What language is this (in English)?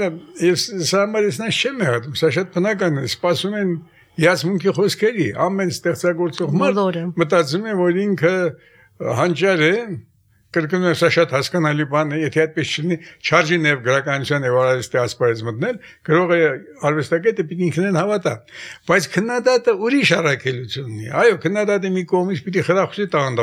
Armenian